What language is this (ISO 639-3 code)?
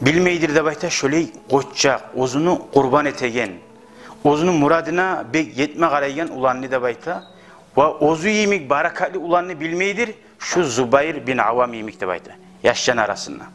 kum